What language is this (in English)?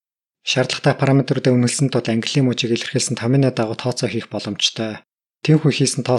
Mongolian